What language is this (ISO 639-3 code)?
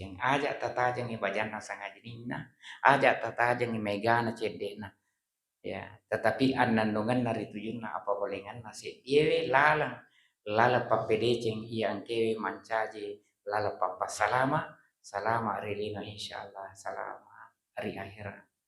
bug